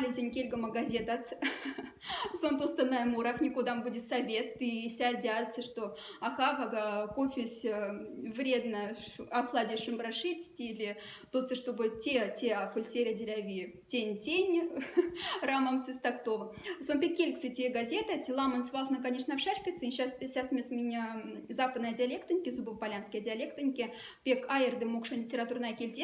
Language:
Moksha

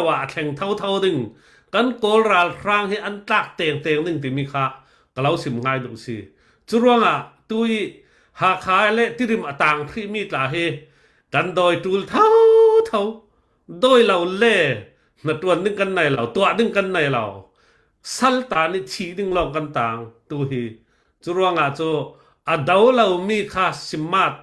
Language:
Falam Chin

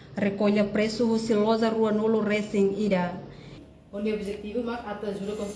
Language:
Tetum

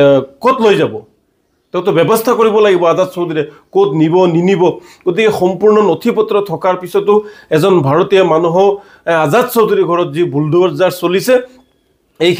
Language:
Assamese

